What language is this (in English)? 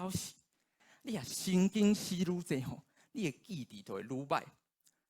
Min Nan Chinese